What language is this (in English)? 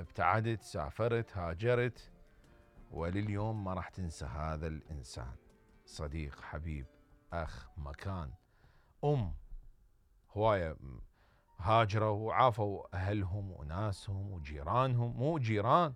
Mesopotamian Arabic